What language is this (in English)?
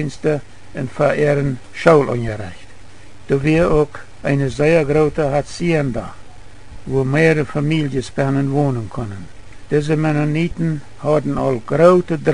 Plautdietsch